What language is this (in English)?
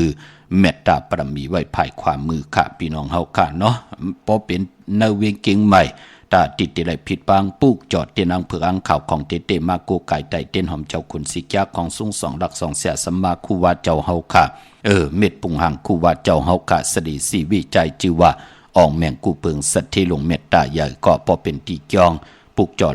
Shan